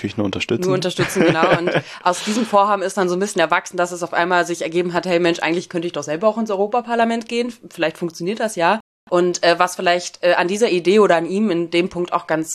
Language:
German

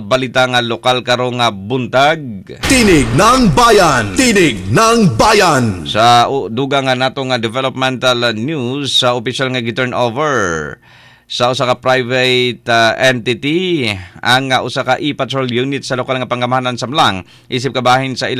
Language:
Cebuano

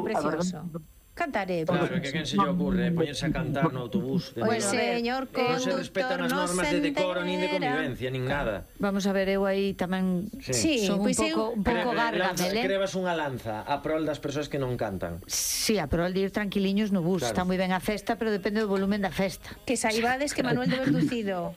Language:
Galician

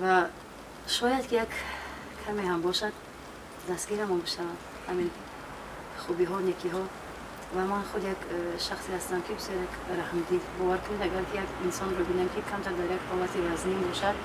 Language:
Tajik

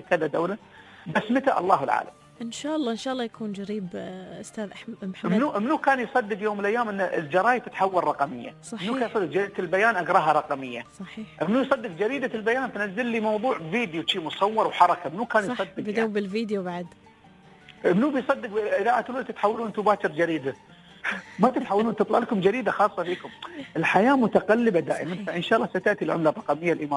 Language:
Gulf Arabic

